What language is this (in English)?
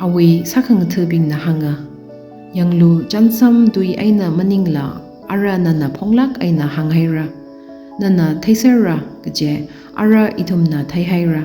Tangkhul Naga (India)